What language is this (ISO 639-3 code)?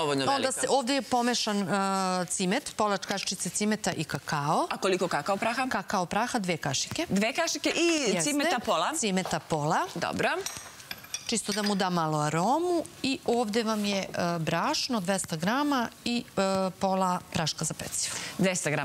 srp